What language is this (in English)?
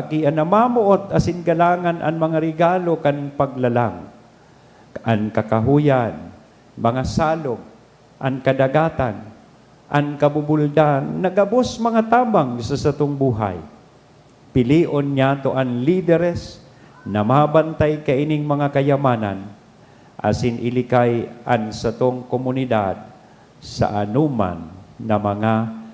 Bikol